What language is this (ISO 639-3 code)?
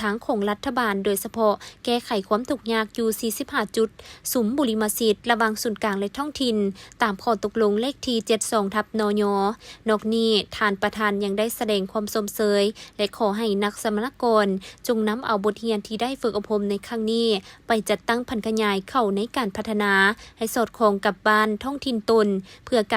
lao